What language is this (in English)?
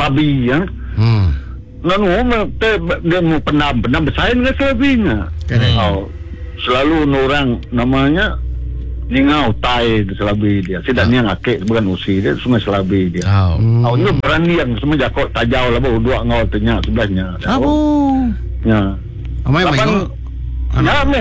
Iban